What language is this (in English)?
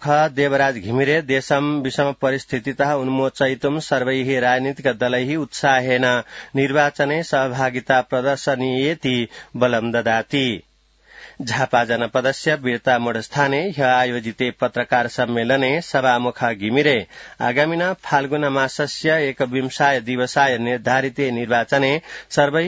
Sanskrit